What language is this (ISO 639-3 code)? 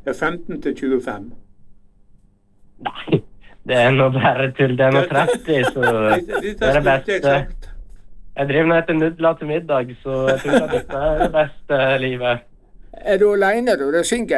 nor